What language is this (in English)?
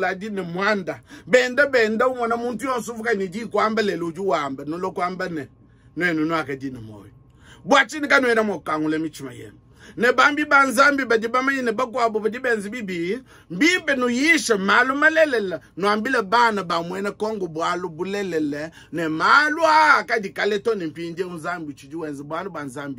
Luba-Lulua